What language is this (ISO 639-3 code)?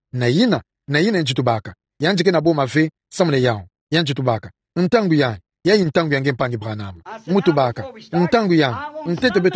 ktu